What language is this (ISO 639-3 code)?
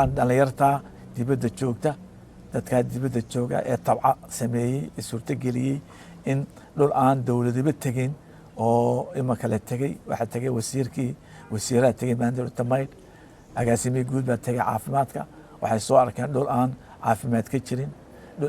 som